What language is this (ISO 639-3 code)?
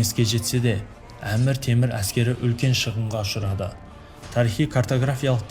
kaz